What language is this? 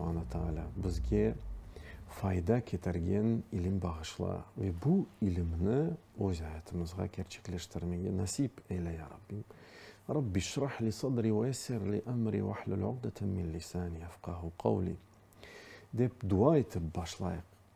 Crimean Tatar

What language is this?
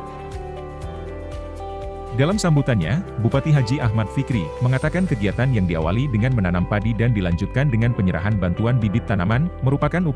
Indonesian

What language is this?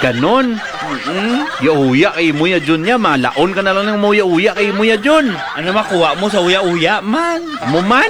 Hiligaynon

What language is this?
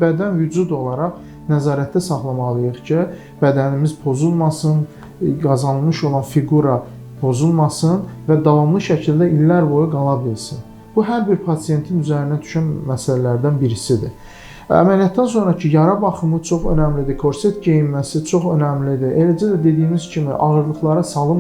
Azerbaijani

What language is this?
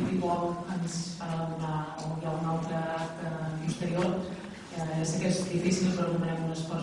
Catalan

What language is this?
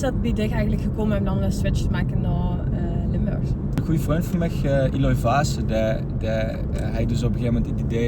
Limburgish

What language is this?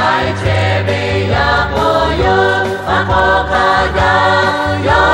Lahu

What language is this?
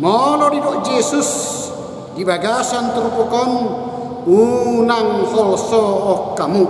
Batak Toba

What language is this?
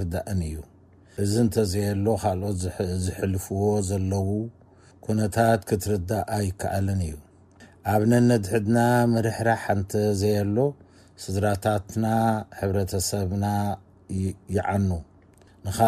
Tigrinya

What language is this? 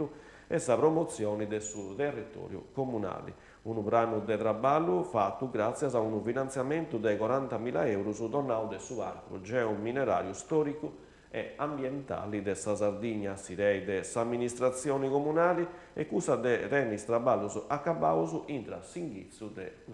Sardinian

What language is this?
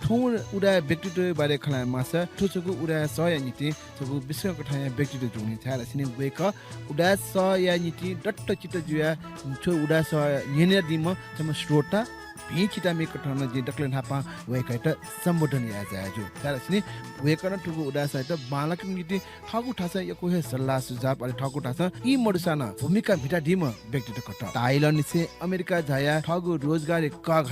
Newari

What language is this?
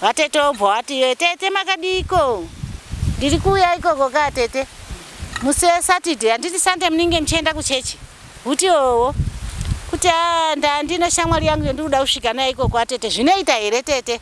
Shona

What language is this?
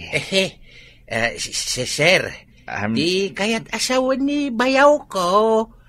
Iloko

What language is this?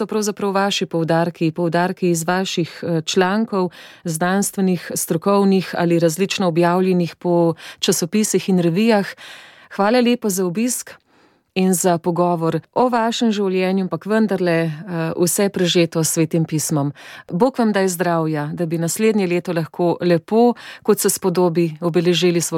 Slovenian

